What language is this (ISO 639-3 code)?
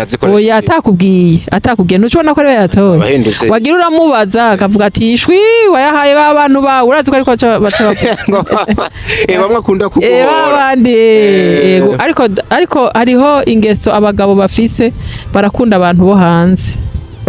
run